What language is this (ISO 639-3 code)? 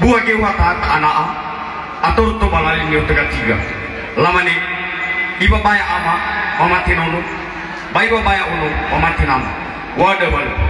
nia